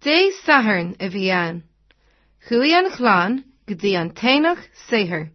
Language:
Irish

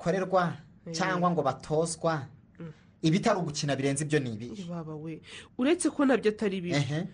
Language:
Kinyarwanda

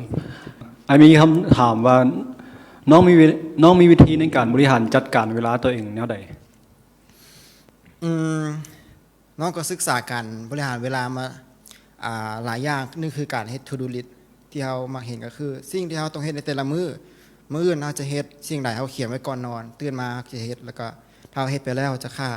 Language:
Lao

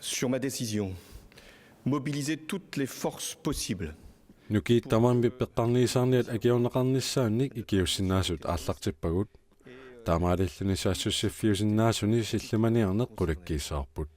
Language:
Kalaallisut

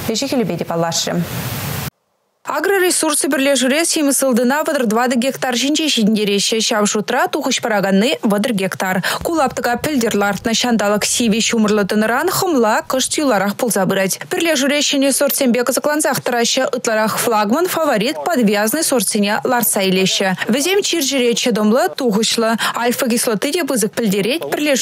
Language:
Chuvash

